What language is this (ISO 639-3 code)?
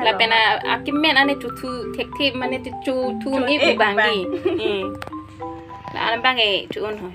mjw